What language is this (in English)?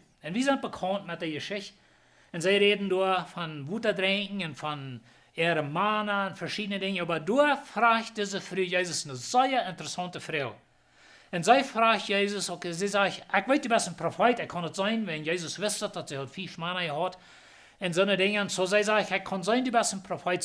Plautdietsch